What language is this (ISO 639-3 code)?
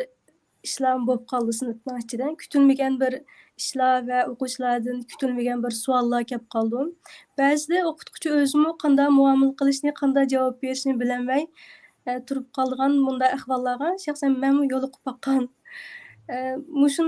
uig